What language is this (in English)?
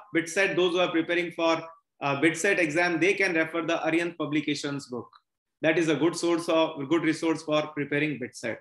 English